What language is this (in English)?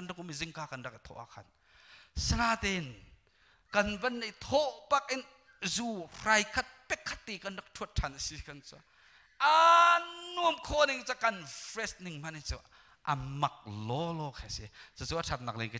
Hakha Chin